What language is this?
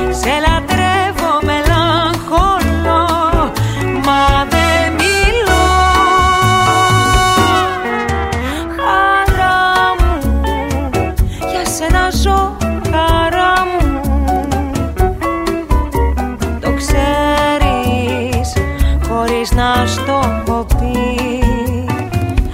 Greek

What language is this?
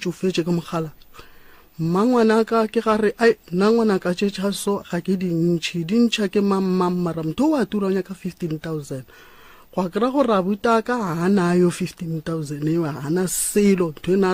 Northern Sotho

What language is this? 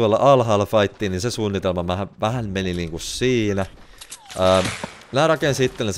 Finnish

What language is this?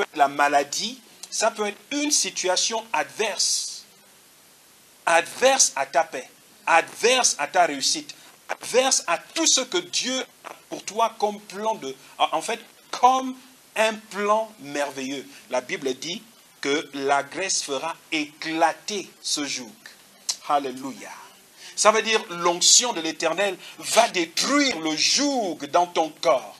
French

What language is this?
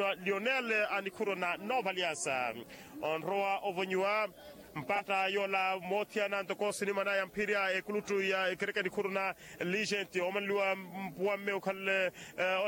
Makhuwa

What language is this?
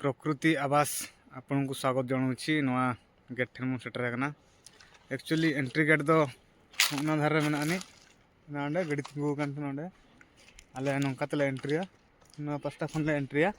Santali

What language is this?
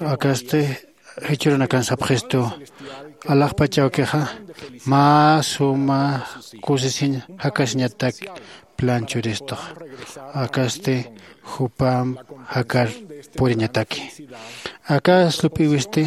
Aymara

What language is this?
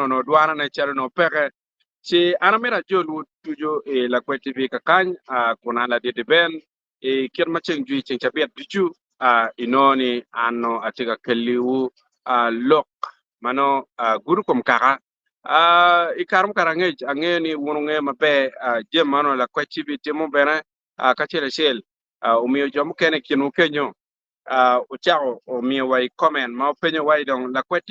Acoli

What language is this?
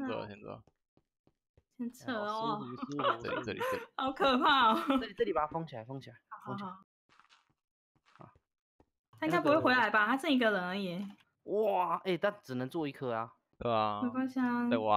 Chinese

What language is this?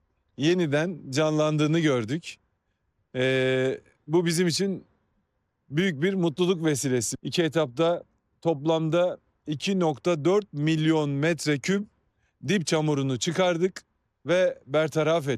Turkish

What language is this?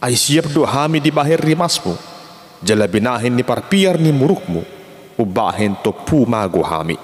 Batak Toba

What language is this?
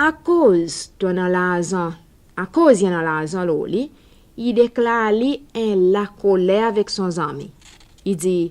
Seselwa Creole French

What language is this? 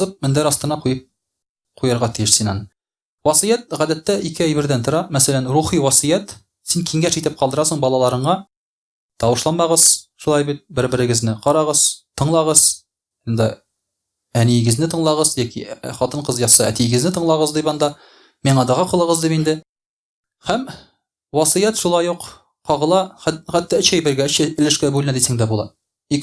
Tatar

